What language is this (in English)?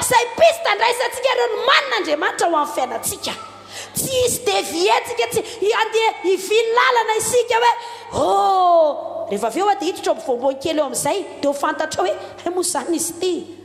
Malagasy